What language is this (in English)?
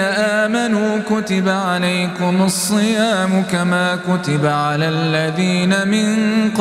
Arabic